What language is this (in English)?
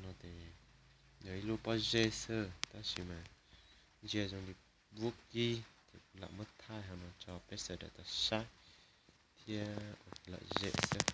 Hmong